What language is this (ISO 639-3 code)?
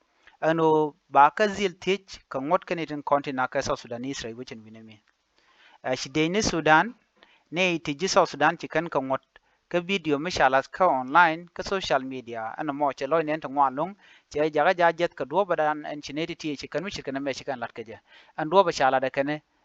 nus